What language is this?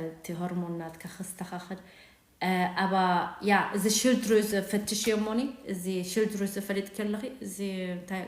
Tigrinya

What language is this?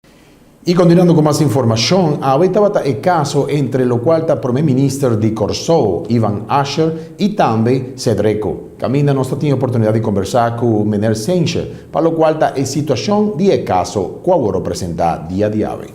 Papiamento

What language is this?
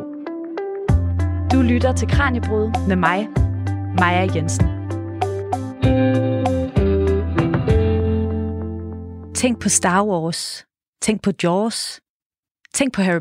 Danish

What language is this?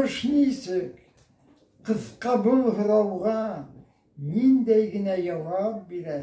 Bashkir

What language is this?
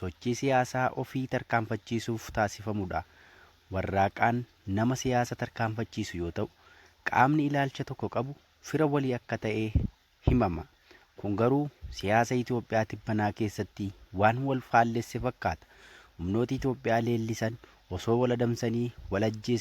Oromo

